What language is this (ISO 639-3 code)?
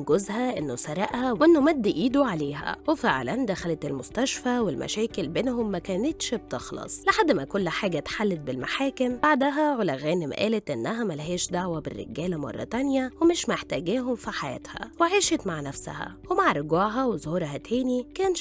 arz